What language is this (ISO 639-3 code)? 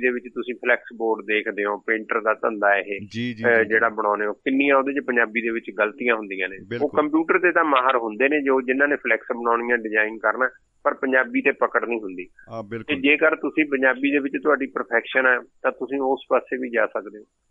pan